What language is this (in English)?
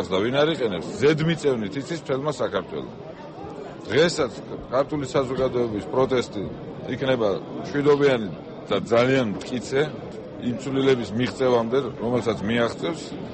Georgian